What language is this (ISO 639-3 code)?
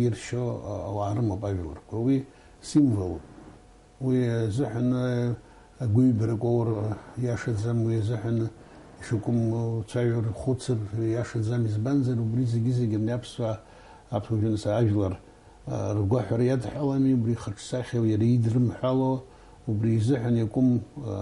abk